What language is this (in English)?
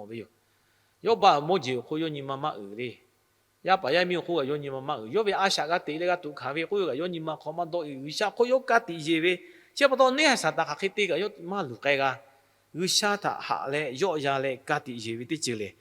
Lahu